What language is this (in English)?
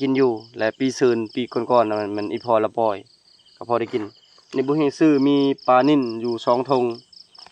Lao